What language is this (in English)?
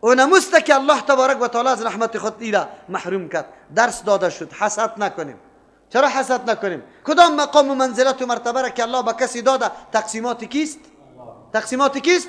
Persian